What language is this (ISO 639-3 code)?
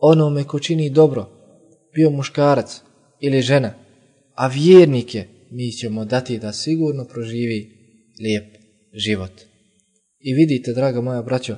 bos